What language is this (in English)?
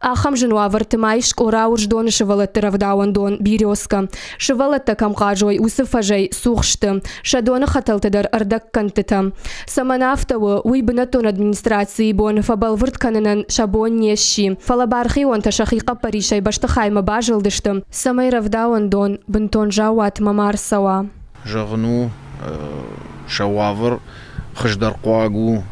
Ossetic